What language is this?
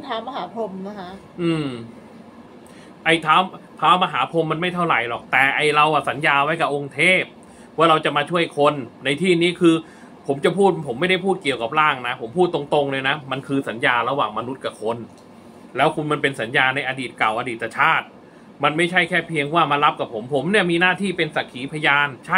Thai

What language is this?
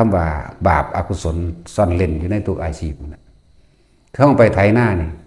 Lao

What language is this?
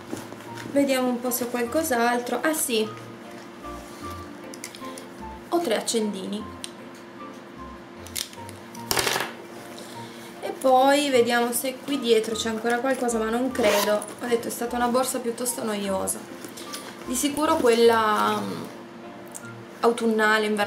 Italian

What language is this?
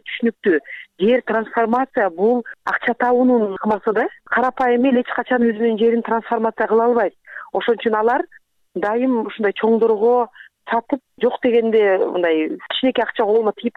Kyrgyz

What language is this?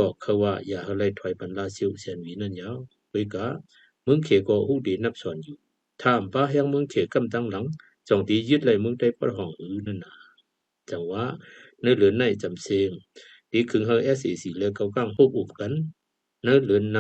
Shan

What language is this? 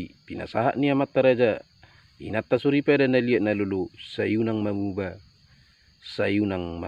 Batak Toba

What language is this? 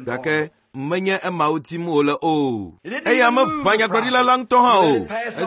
Ewe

